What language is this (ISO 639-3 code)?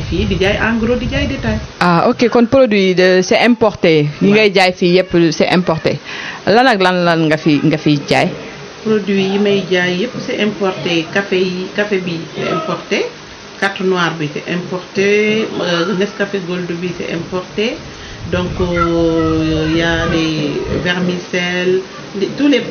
wol